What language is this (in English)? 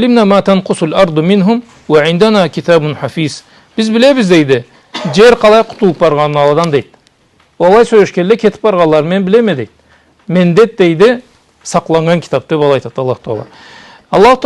Karachay-Balkar